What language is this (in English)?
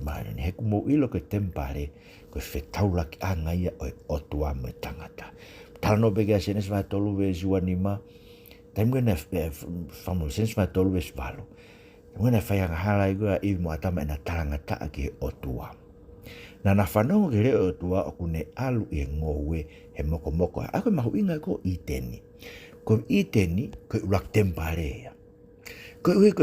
Tongan